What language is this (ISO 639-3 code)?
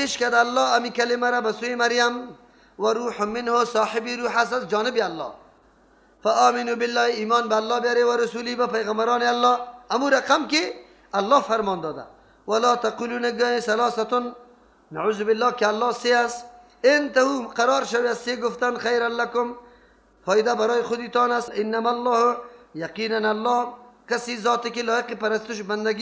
fas